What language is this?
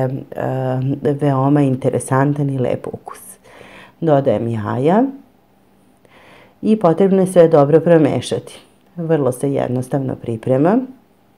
Serbian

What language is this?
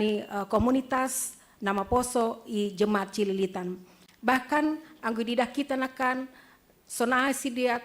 Batak Simalungun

